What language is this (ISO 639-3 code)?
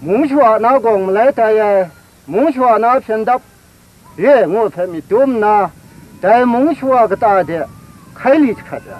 kac